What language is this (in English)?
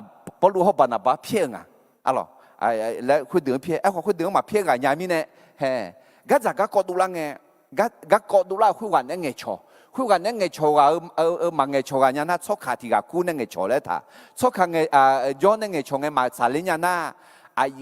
Akha